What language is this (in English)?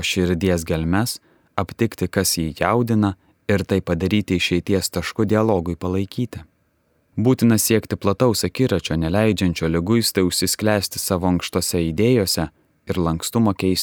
Lithuanian